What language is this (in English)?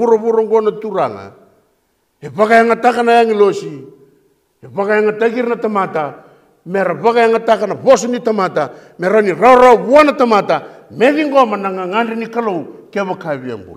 Fijian